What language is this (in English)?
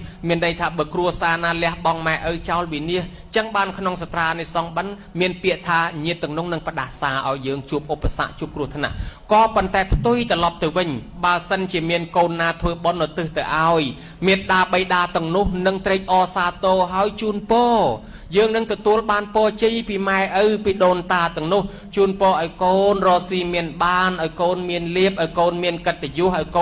Khmer